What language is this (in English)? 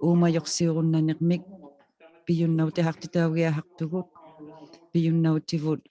Inuktitut